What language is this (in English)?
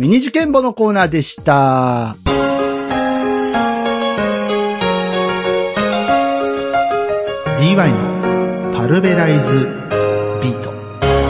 Japanese